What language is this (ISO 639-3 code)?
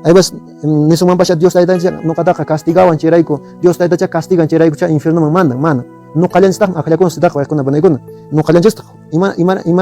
que